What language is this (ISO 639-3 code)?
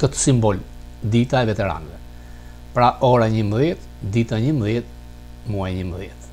sqi